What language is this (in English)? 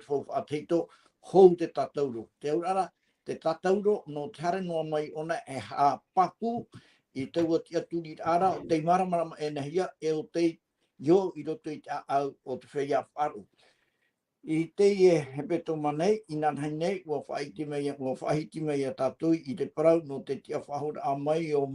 Tahitian